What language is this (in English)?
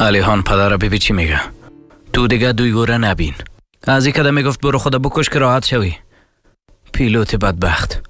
Persian